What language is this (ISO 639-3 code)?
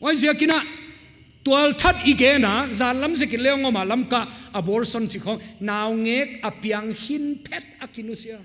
pck